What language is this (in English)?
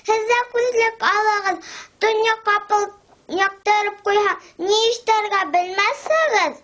Bashkir